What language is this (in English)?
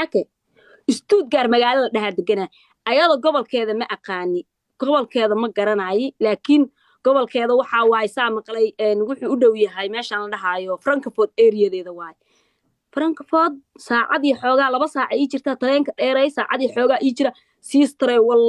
Somali